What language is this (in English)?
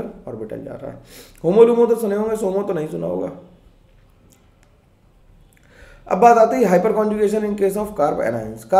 Hindi